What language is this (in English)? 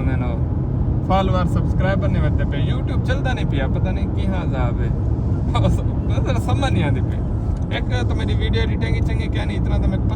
Saraiki